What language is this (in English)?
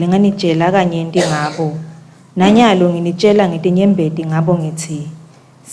Swati